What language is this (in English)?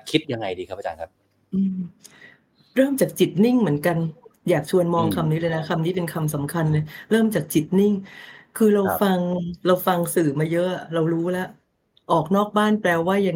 Thai